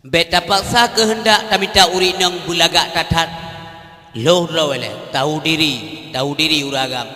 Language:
Achinese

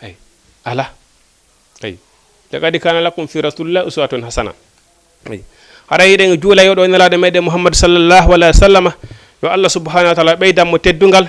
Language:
Fula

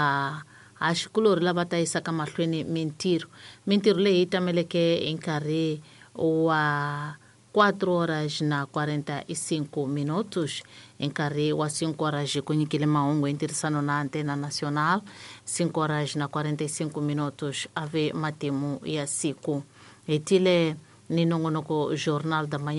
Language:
Tsonga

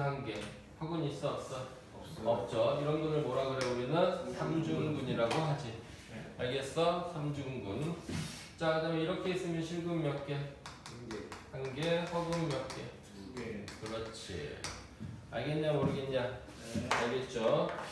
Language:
Korean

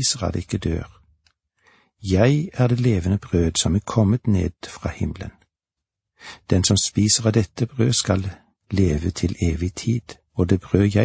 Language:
Norwegian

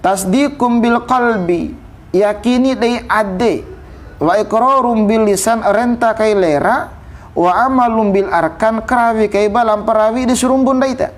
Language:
Bima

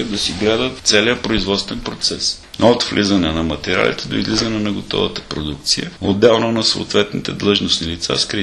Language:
Bulgarian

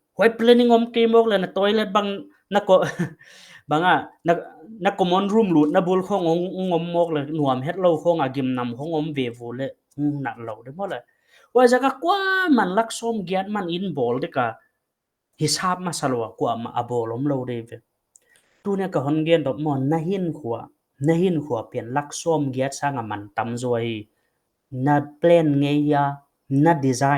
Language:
Paite Chin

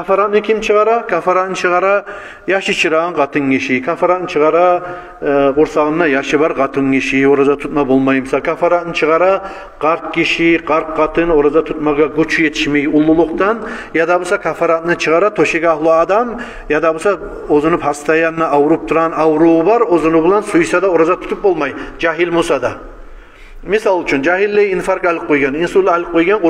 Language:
Kumyk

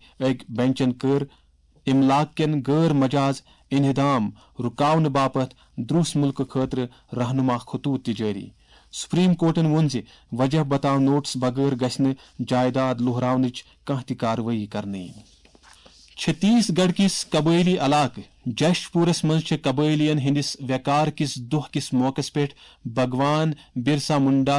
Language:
Kashmiri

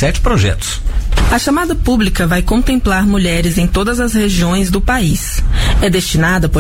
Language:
Portuguese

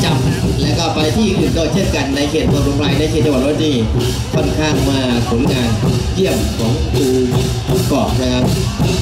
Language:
Thai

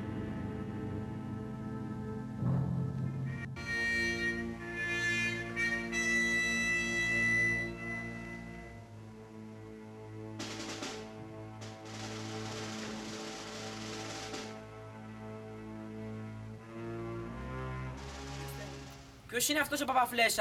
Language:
Greek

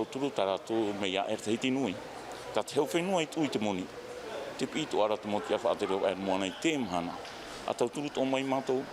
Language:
Tahitian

